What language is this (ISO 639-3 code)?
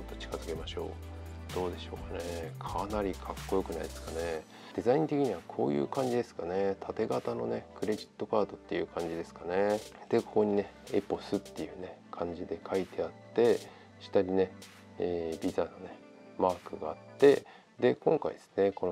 jpn